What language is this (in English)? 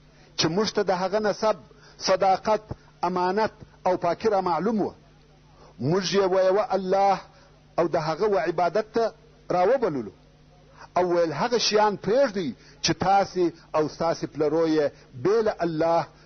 Pashto